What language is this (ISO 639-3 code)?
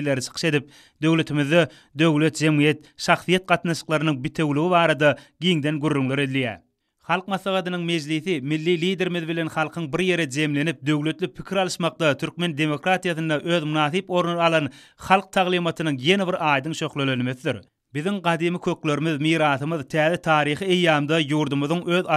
tuk